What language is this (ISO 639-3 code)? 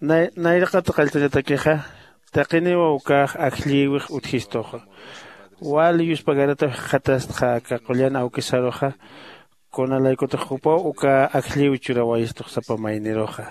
aym